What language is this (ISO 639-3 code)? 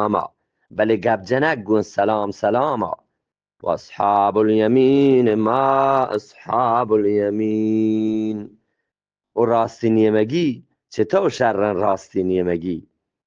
bgp